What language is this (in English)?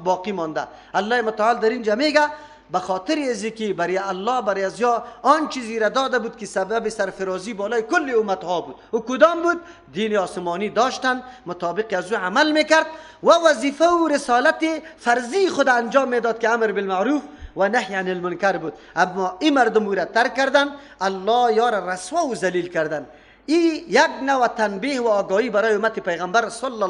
Persian